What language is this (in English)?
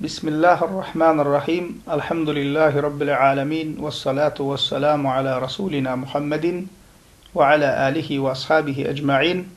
Turkmen